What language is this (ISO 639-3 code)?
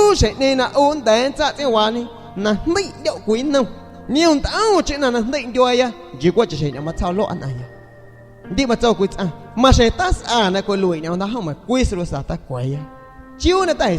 azg